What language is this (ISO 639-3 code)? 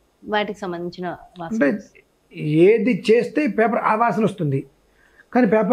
tel